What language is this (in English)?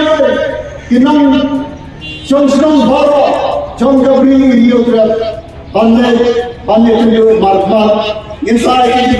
Khasi